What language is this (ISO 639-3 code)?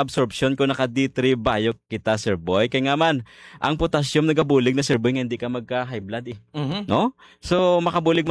hil